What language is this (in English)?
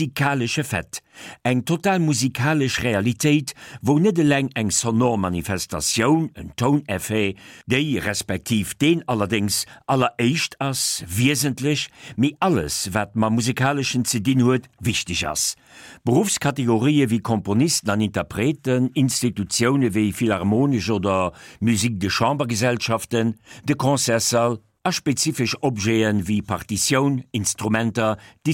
Luxembourgish